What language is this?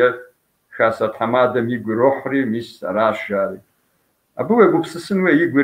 Kabardian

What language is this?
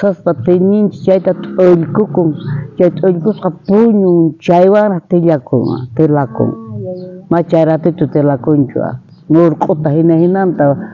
South Bolivian Quechua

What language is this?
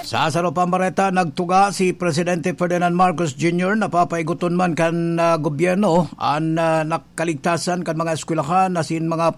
Bikol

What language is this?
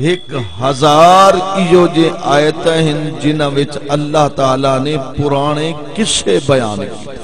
Saraiki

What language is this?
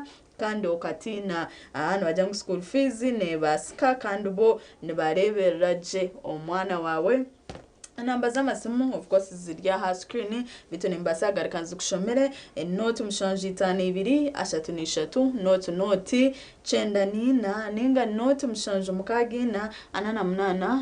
Nyankole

